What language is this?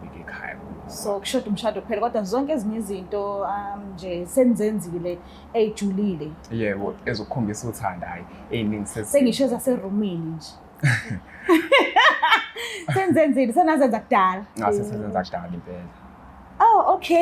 Zulu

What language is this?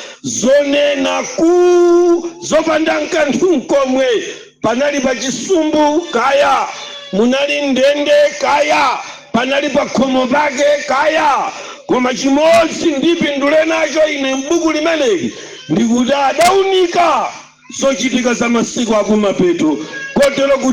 Nyanja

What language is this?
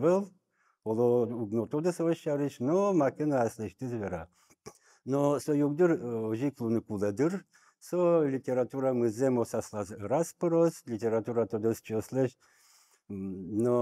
Udmurt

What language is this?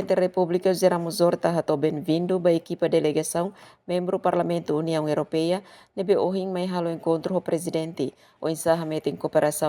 Tetum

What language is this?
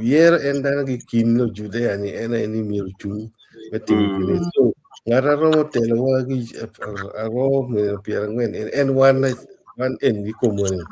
Acoli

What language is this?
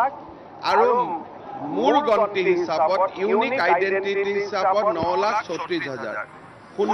Assamese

